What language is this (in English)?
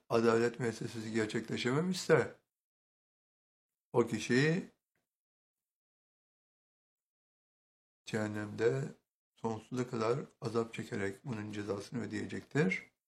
Turkish